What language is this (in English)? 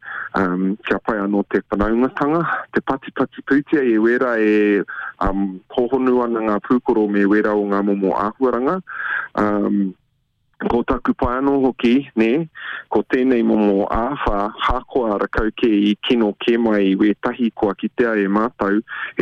Māori